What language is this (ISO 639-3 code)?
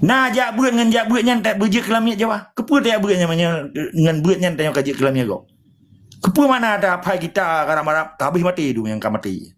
ace